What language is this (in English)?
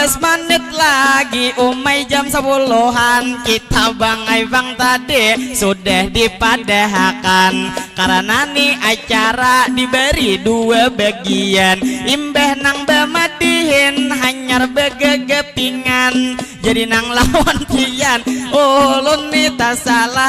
Banjar